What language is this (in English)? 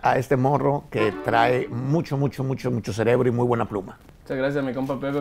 Spanish